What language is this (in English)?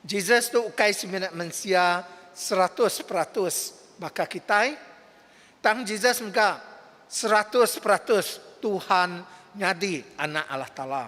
Iban